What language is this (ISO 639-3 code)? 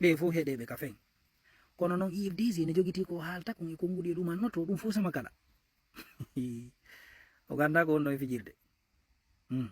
ful